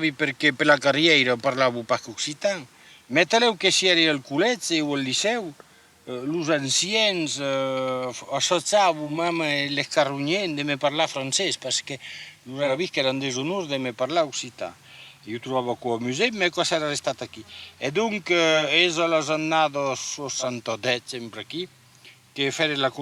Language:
Occitan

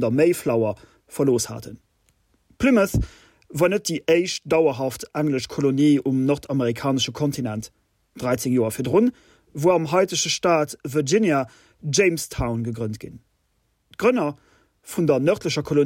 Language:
Luxembourgish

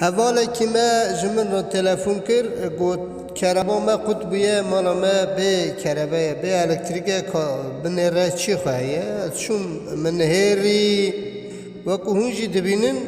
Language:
Kurdish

